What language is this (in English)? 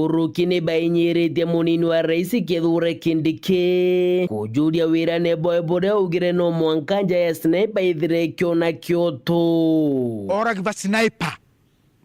Meru